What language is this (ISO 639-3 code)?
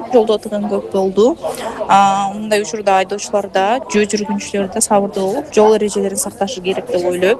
kir